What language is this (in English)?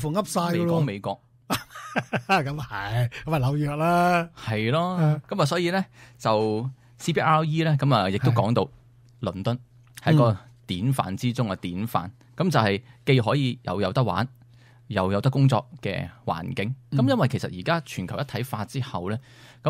Cantonese